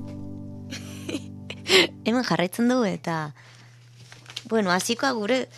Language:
Basque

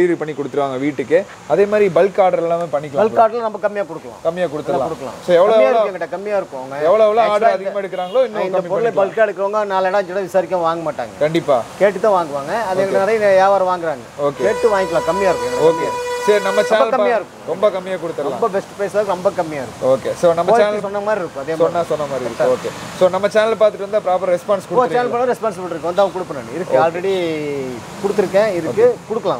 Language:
Tamil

